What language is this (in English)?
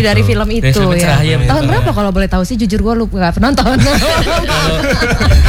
Indonesian